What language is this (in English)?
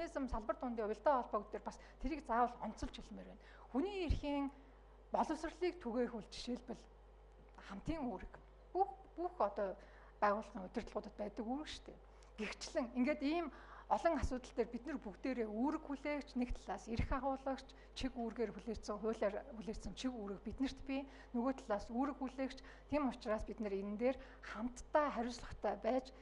Mongolian